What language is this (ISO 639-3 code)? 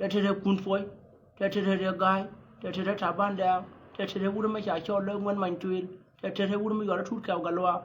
nus